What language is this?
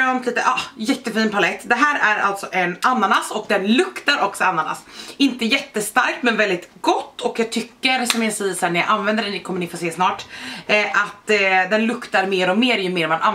Swedish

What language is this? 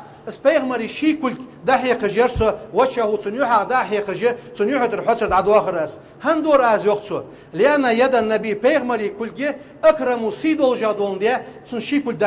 Ingush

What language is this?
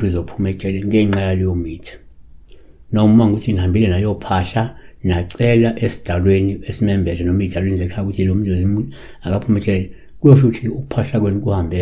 Zulu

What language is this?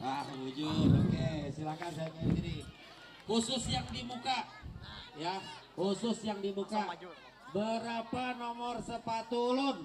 Banjar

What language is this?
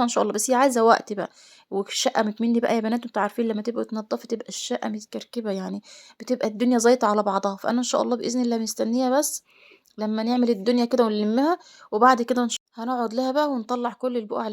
Egyptian Arabic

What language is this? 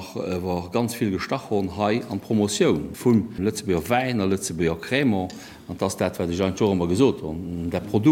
Luxembourgish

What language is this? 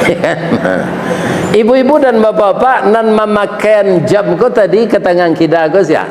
Minangkabau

